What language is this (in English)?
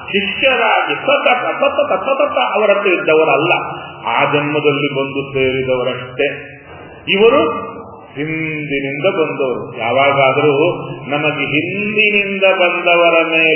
Kannada